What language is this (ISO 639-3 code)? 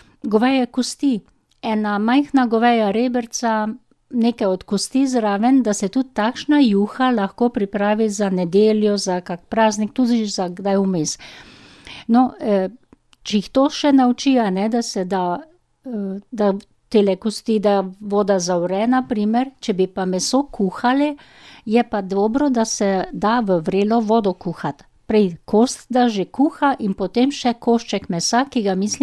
slv